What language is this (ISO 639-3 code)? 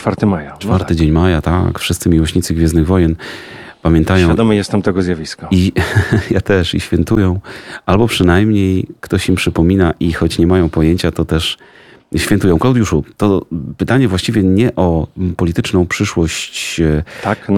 pol